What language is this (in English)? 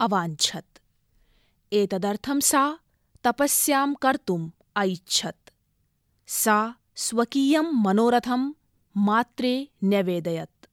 Sanskrit